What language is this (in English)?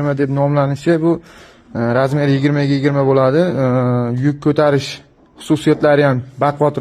Uzbek